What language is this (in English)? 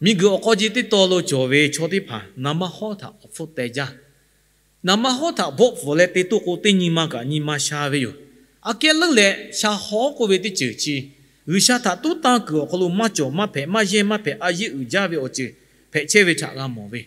Lahu